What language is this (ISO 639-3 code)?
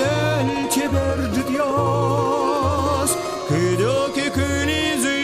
udm